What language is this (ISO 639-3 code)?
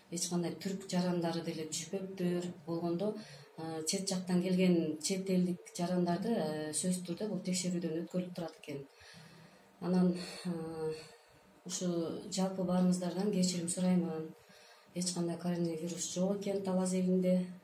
kir